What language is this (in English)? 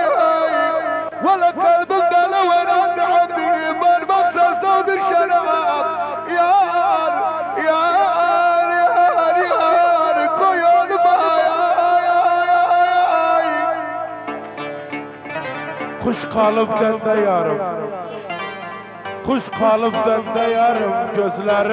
Turkish